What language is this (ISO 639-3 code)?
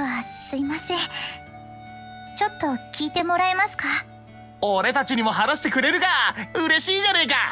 jpn